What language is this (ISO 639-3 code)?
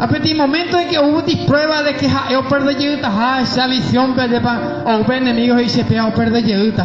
grn